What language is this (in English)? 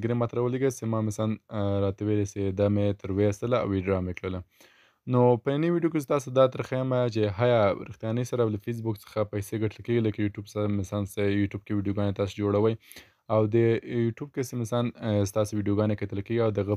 Pashto